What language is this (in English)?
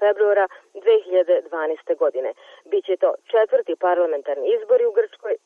Serbian